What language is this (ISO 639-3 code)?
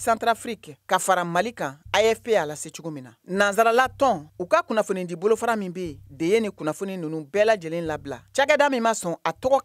bam